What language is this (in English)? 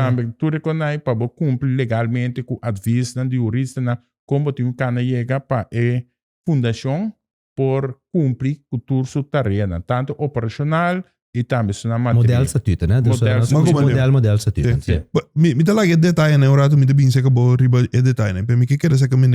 Papiamento